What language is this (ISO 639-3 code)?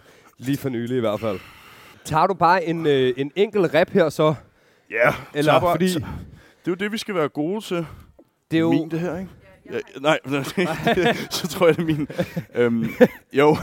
dan